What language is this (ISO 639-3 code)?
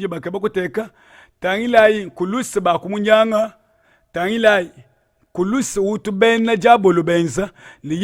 lua